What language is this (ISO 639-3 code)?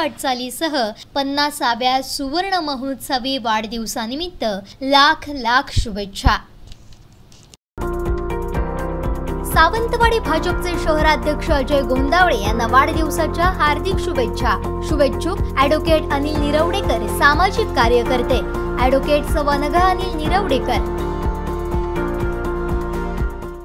mar